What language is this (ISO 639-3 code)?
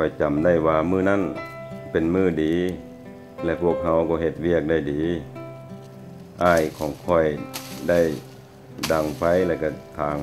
lao